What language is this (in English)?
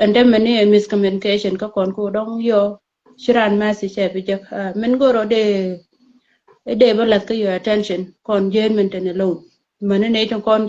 Nuer